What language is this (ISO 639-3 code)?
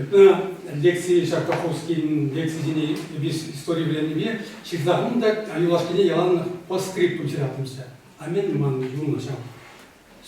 chv